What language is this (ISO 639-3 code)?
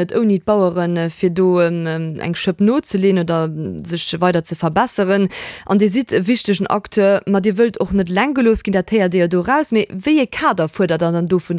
ltz